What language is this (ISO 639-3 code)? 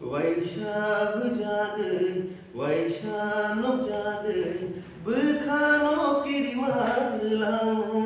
trp